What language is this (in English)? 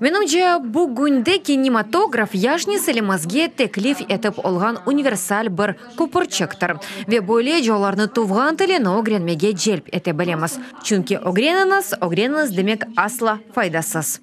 Crimean Tatar